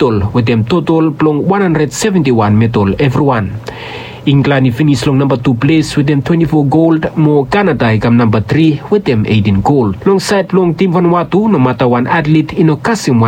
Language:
Bislama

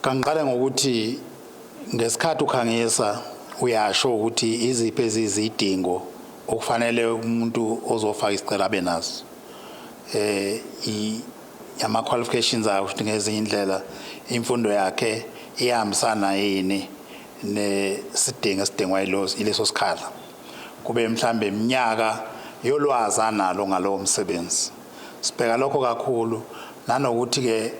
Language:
Zulu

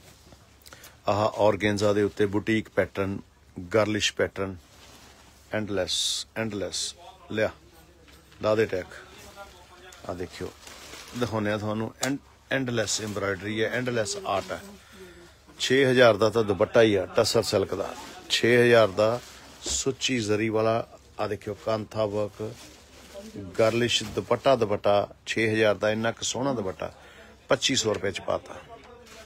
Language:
Punjabi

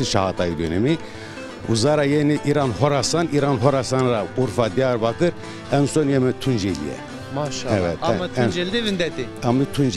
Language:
Zaza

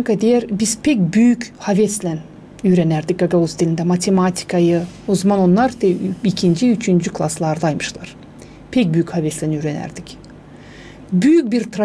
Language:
Gagauz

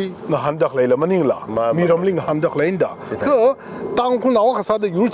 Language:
Tangkhul Naga (India)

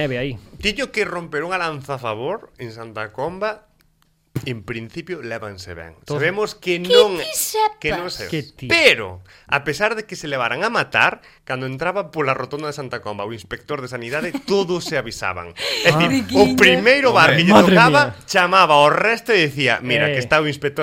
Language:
Galician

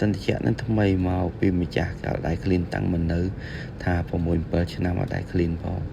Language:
Khmer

